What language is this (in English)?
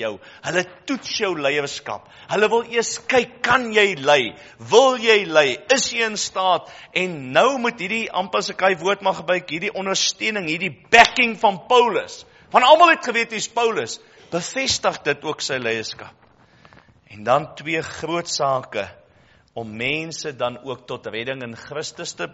Afrikaans